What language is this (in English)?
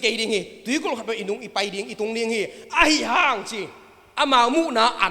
Tedim Chin